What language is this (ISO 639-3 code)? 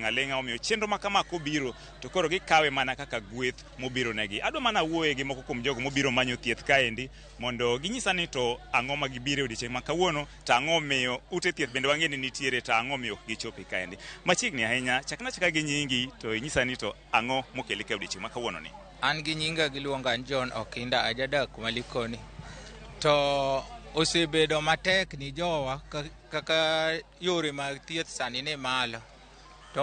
luo